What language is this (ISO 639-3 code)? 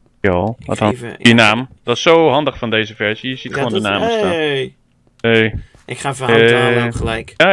nld